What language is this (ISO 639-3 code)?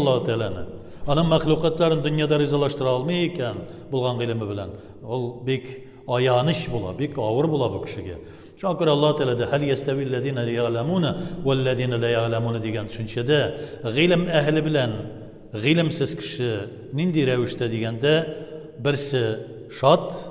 tat